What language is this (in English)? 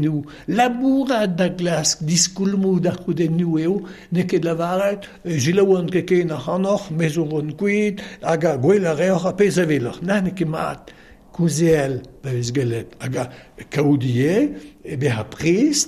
Breton